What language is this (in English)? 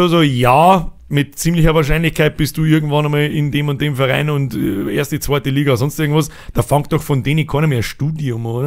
Bavarian